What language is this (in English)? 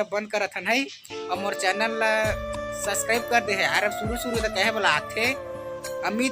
Chhattisgarhi